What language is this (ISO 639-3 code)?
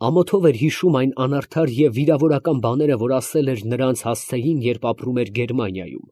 hye